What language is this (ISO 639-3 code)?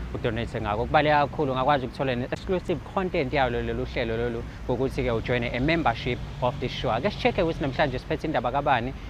zul